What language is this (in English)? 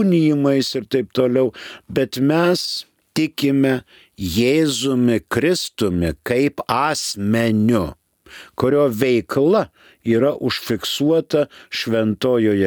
Lithuanian